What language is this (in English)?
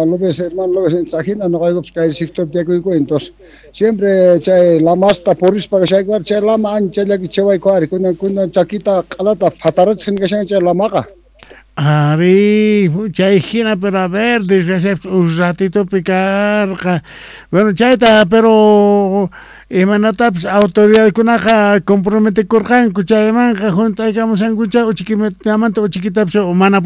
South Bolivian Quechua